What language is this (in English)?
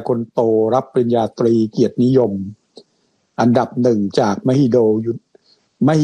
Thai